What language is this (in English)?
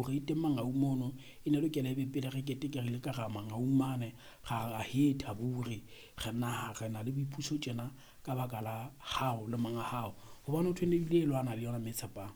Southern Sotho